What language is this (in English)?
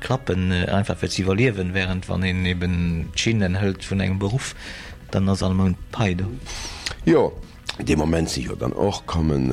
Luxembourgish